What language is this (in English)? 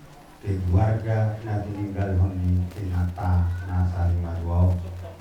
Batak Toba